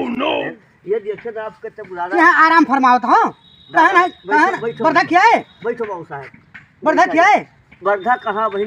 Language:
Awadhi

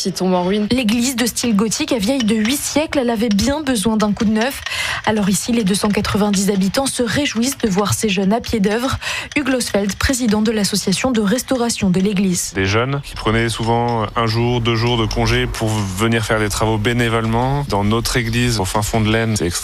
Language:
French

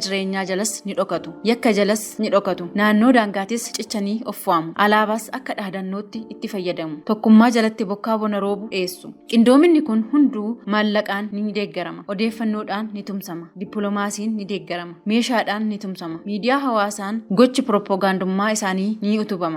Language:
Oromo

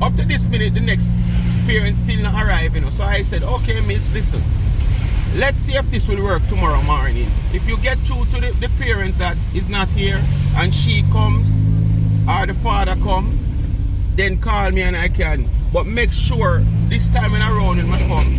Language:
Jamaican Creole English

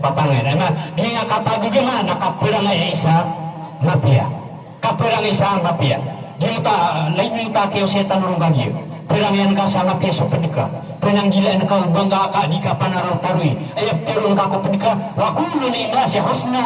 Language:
Maranao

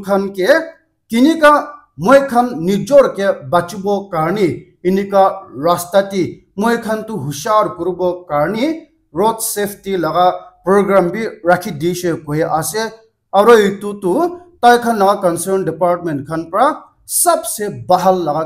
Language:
Naga Pidgin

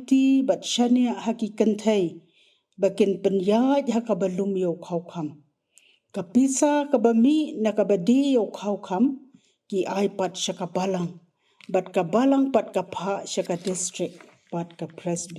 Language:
Khasi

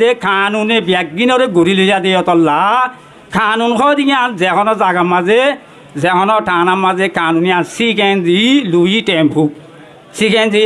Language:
Rohingya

